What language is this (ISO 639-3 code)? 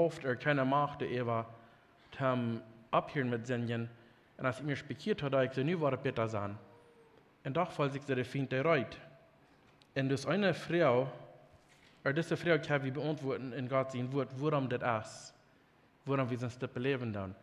pdt